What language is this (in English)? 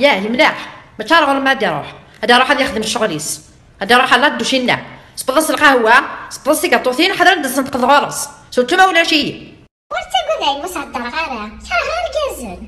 Kabyle